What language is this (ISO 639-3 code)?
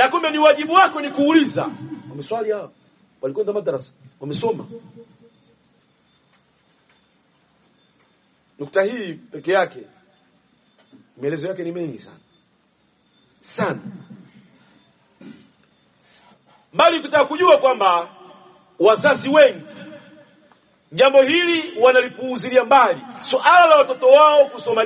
swa